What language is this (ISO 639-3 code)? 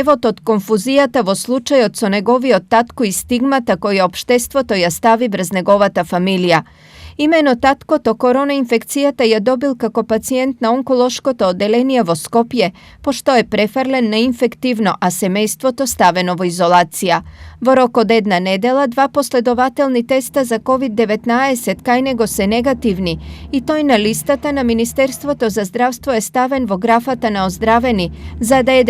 mkd